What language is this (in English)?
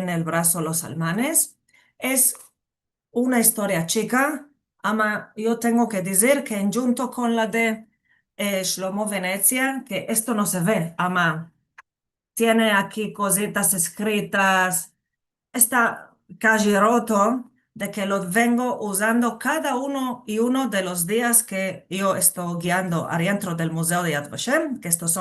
Ladino